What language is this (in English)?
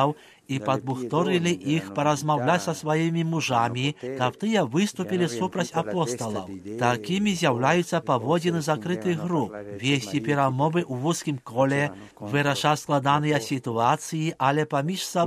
Belarusian